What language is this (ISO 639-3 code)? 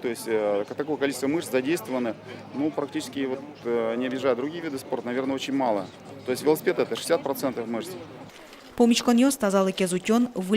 udm